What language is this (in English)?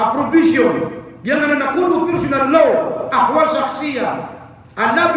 Maranao